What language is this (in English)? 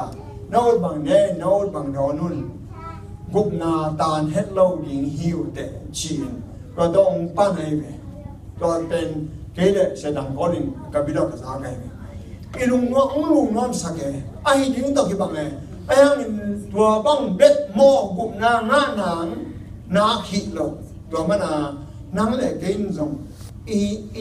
Tedim Chin